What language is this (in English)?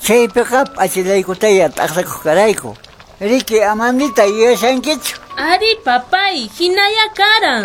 Quechua